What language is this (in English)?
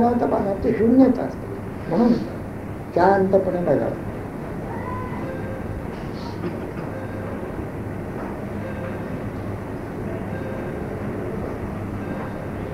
Marathi